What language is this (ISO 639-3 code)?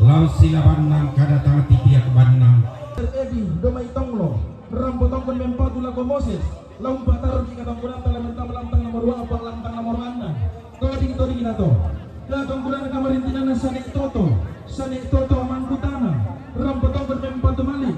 sda